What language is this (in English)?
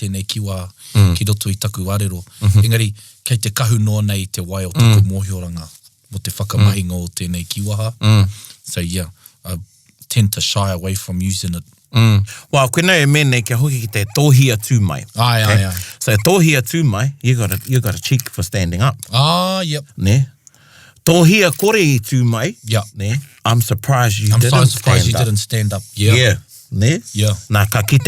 Māori